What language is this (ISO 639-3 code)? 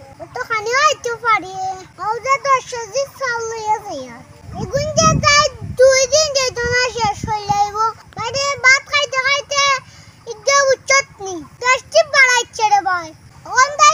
syl